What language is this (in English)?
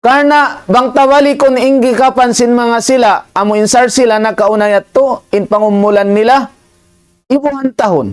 Tausug